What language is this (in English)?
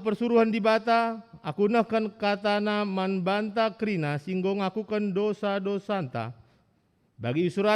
Batak Karo